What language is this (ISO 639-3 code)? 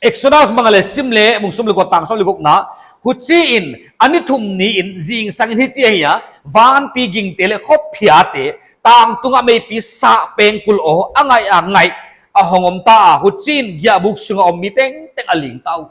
pck